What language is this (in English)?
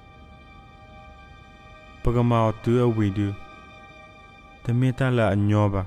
S'gaw Karen